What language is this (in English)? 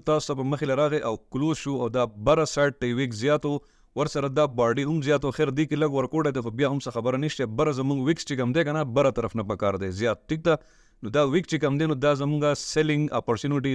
Pashto